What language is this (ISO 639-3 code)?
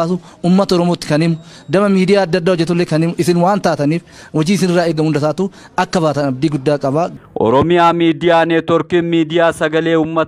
orm